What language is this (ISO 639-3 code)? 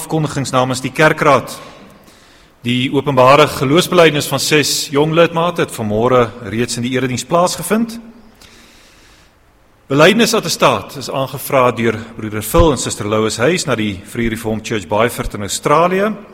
afr